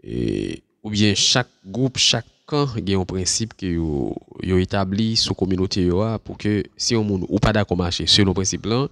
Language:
Haitian Creole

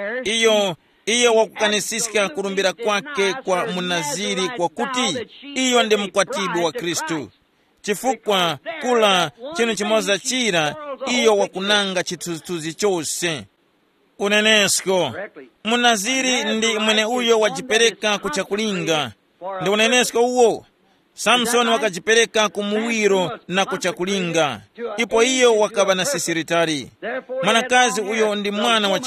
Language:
Tumbuka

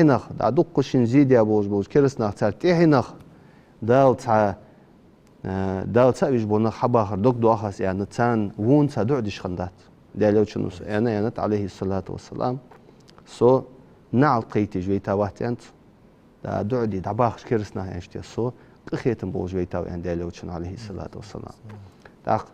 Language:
Ingush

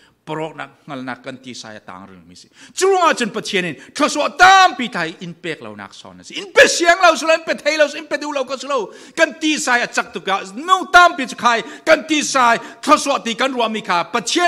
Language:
Falam Chin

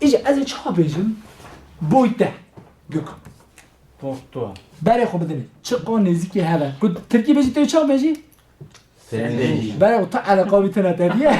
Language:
Kurdish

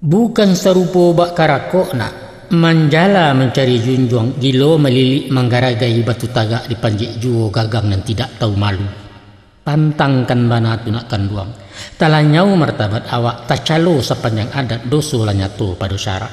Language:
Minangkabau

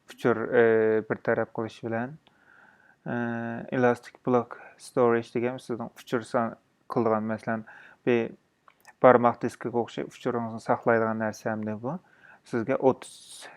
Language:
Uyghur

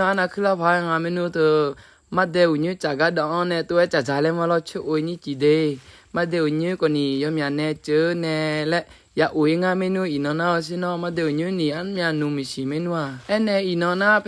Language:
Akha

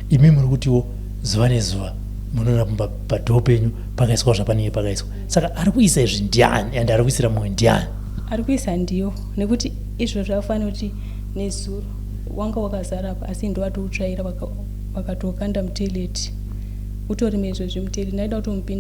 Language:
Shona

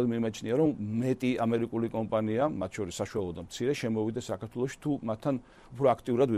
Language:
Georgian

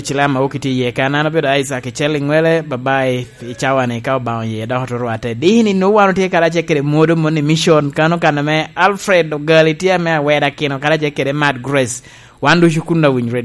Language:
Lango (Uganda)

